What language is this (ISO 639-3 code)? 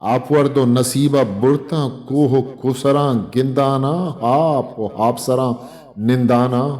bgp